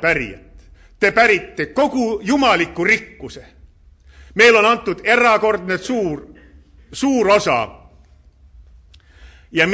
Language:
Estonian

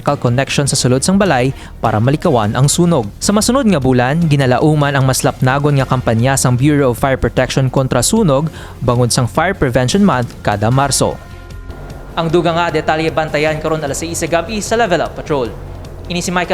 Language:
Hiligaynon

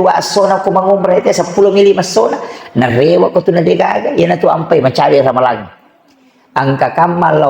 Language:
Buginese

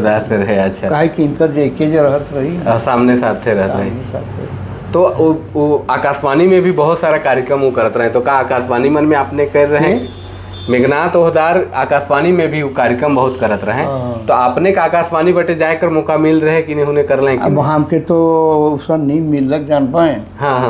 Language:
Sadri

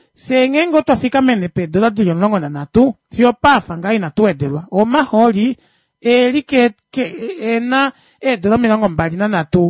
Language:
Kuanyama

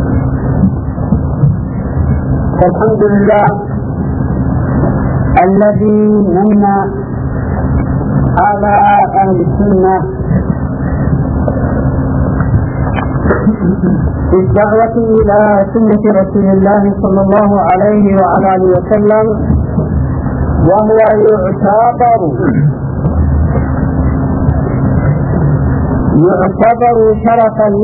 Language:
Arabic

